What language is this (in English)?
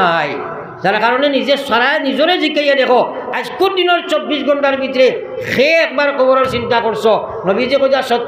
Sylheti